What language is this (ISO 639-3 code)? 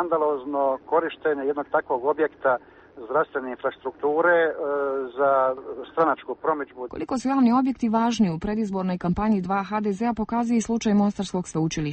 hrv